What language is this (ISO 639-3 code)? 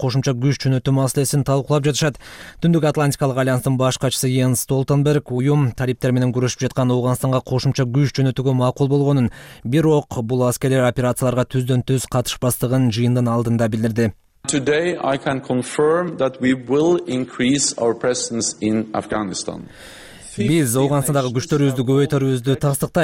kir